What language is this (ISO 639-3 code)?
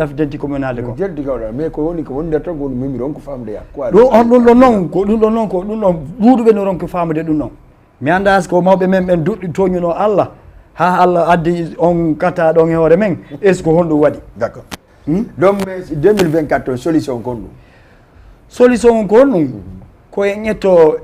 ful